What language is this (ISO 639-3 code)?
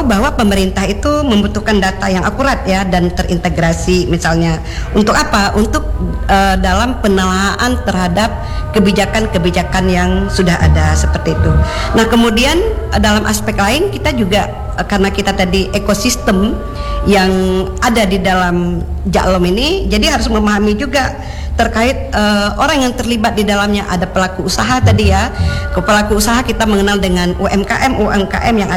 ind